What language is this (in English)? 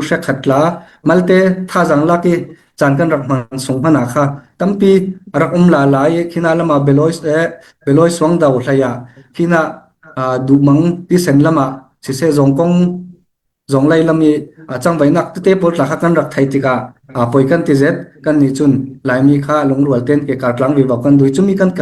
Falam Chin